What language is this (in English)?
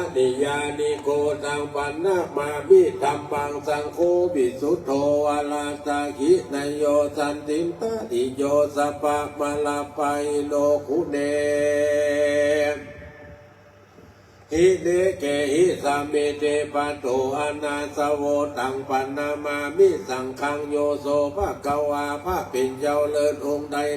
Pali